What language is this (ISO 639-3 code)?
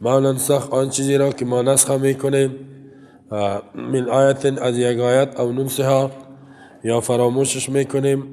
fas